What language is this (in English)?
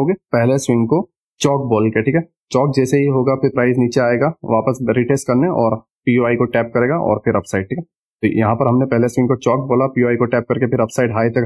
Hindi